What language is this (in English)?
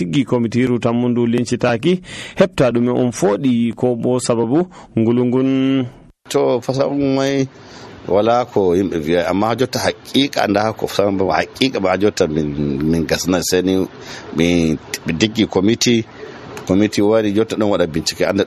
Nigerian Fulfulde